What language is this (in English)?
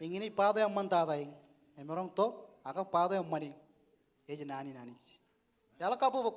Marshallese